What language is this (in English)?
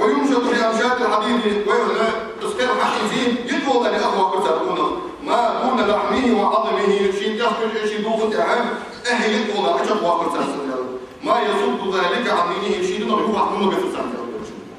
Ingush